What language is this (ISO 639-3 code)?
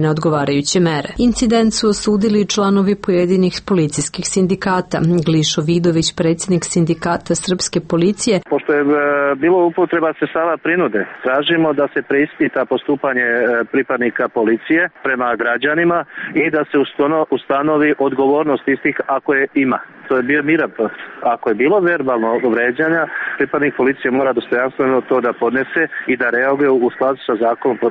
srp